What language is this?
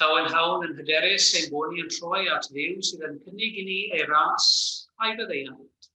Welsh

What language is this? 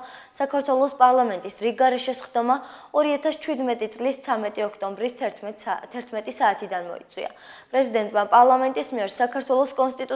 Georgian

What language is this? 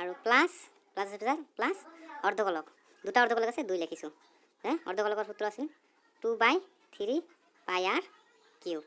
Assamese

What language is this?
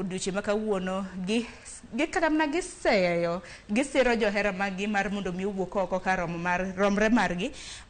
Luo (Kenya and Tanzania)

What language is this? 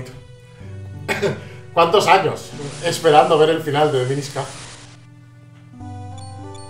Spanish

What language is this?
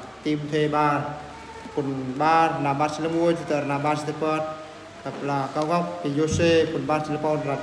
Eastern Bru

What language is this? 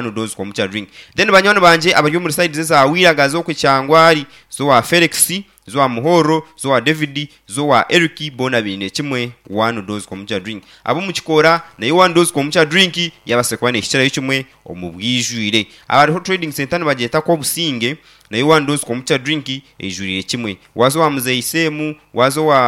Nyankole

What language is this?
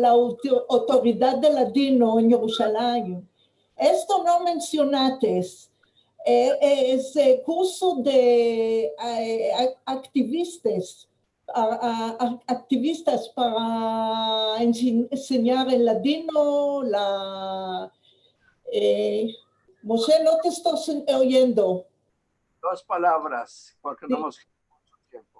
Ladino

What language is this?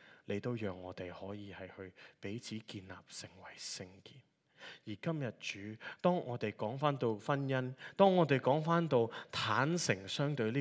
Cantonese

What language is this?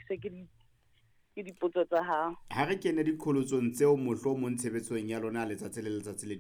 Southern Sotho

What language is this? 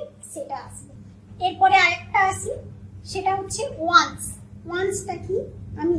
Bangla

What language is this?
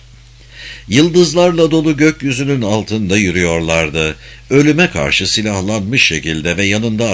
Turkish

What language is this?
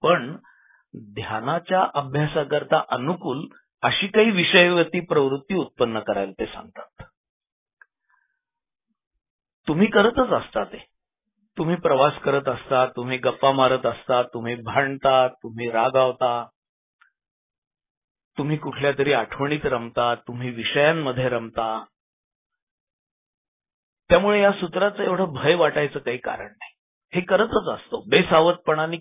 Marathi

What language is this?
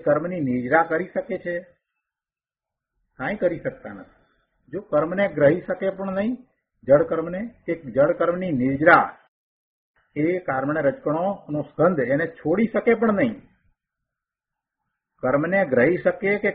Gujarati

